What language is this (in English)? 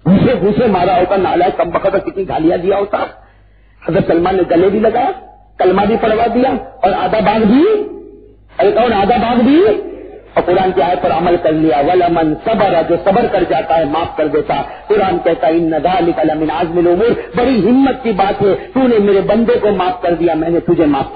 Urdu